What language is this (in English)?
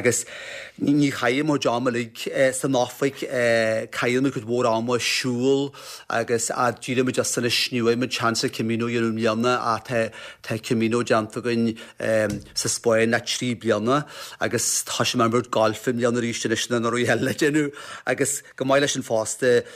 Irish